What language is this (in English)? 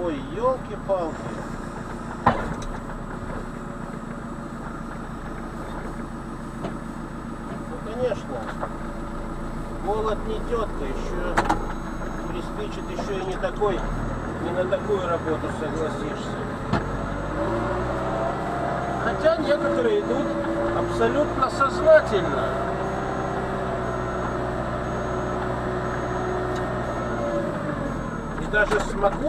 Russian